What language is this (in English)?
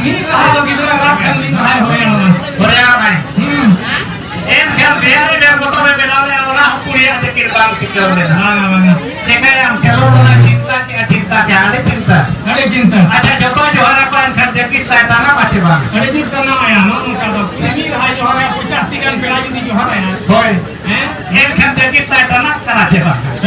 Santali